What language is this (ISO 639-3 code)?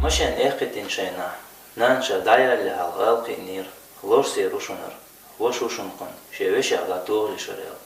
che